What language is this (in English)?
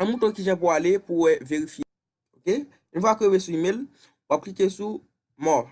Haitian Creole